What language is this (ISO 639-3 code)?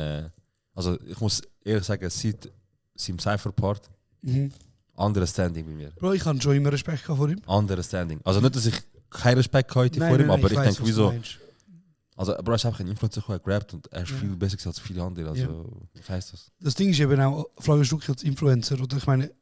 gsw